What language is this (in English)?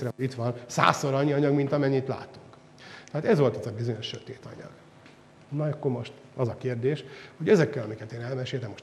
Hungarian